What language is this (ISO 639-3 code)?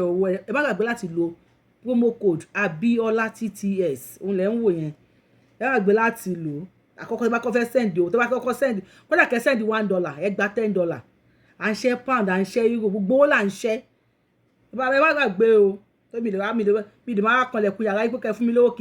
yor